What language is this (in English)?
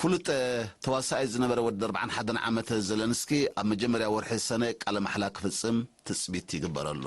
Tigrinya